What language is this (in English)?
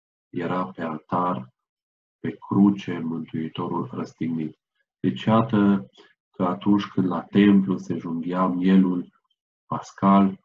Romanian